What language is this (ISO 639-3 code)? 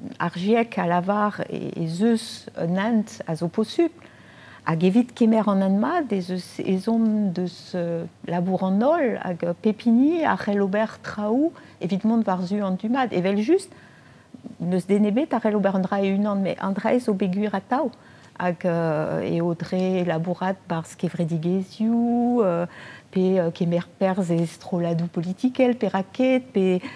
bre